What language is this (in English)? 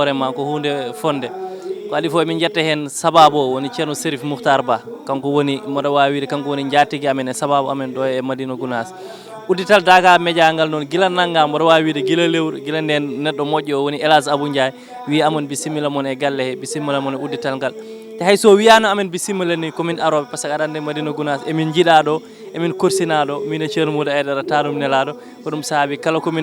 Fula